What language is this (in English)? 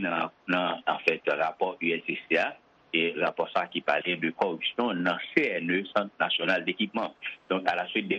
Haitian Creole